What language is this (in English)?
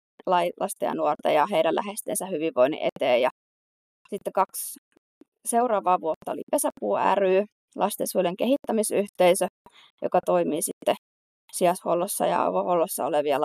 Finnish